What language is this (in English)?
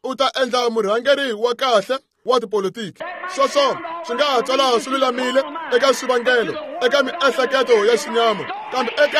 Tsonga